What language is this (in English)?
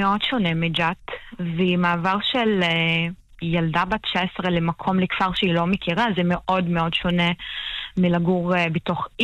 Hebrew